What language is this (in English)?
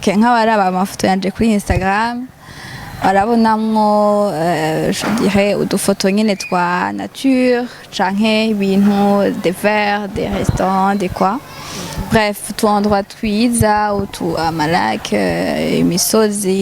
Rundi